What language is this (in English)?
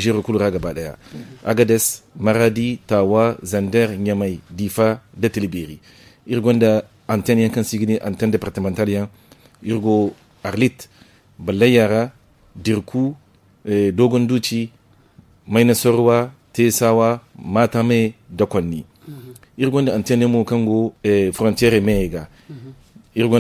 Zarma